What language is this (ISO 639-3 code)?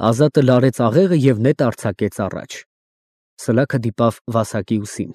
hye